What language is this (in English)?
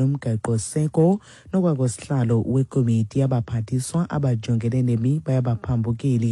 Xhosa